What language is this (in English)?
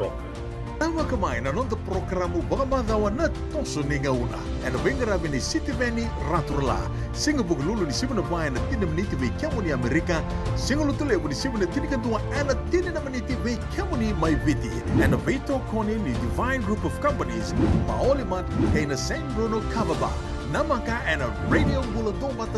Fijian